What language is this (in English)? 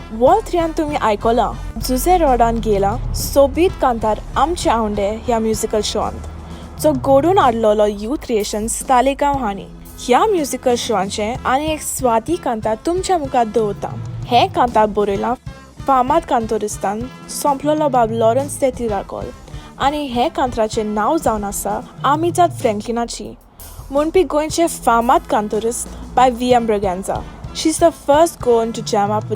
Konkani